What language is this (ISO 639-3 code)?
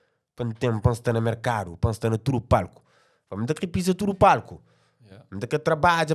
kea